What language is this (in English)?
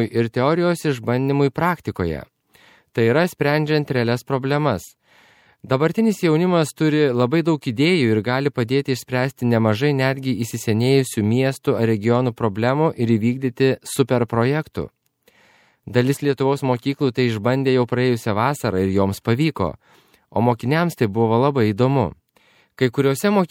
Lithuanian